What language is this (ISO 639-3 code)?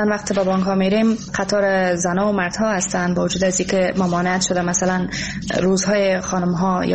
fas